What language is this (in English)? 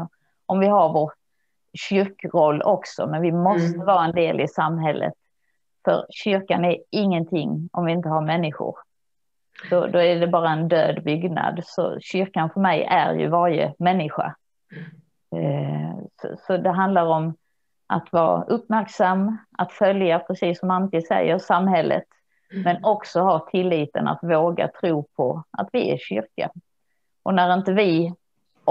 Swedish